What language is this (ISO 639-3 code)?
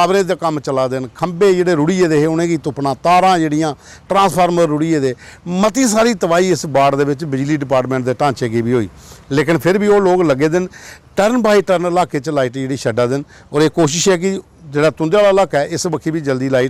doi